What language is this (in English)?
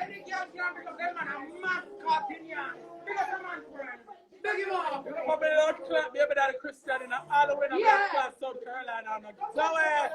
Jamaican Creole English